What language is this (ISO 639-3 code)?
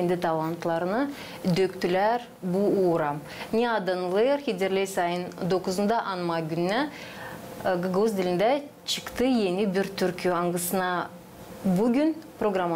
gag